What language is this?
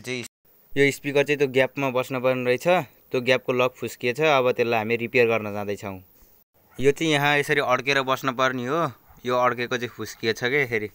Nepali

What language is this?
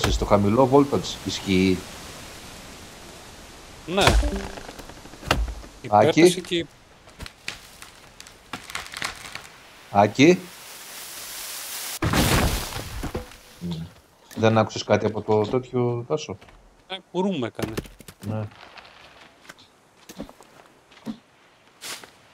Greek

